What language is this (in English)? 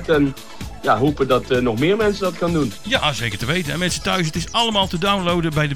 Dutch